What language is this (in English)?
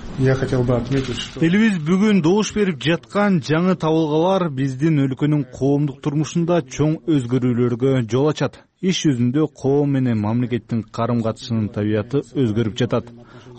Kyrgyz